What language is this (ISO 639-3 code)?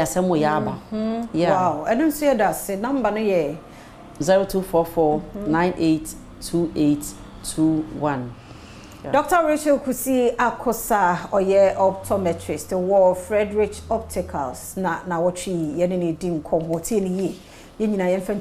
aka